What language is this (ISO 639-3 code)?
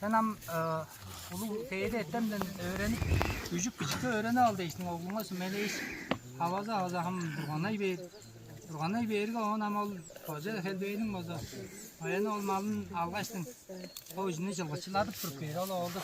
tyv